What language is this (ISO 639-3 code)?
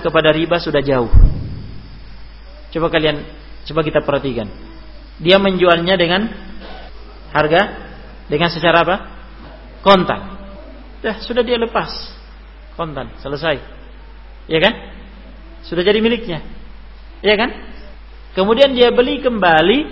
ind